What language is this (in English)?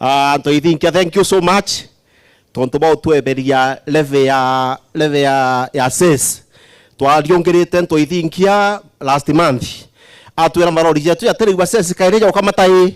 Meru